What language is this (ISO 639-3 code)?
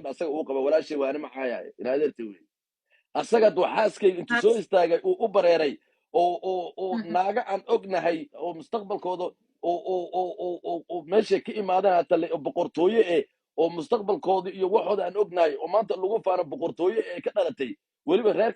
som